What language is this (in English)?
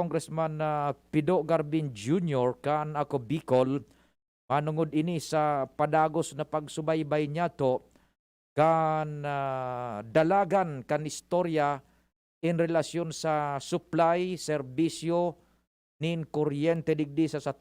Bikol